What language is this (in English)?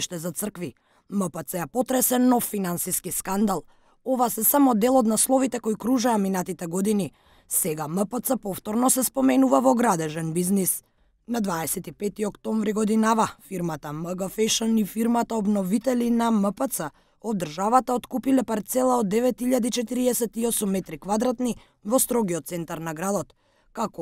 Macedonian